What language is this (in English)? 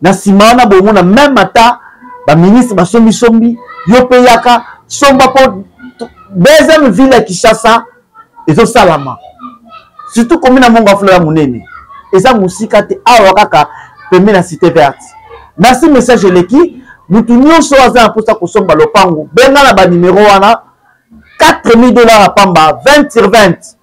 Lingala